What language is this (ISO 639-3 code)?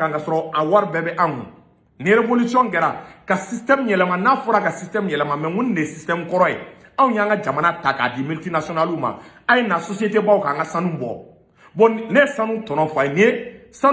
bam